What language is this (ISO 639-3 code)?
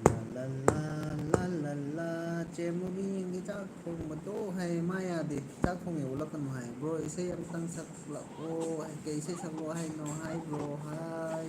mni